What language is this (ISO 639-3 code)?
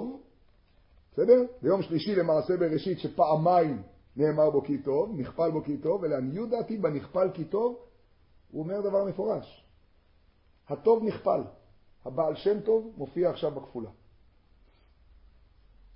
heb